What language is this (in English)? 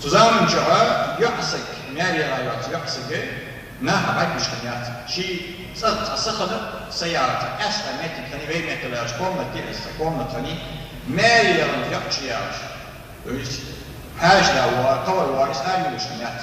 Ingush